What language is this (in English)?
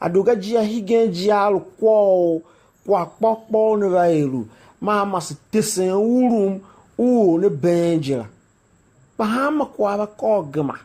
Tiv